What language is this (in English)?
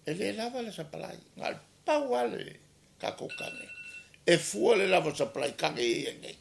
Samoan